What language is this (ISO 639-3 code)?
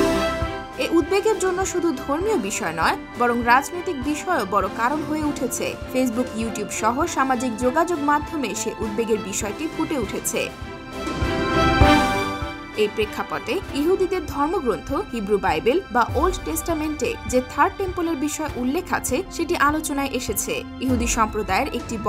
ben